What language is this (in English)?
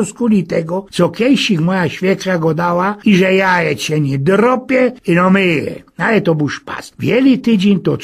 Silesian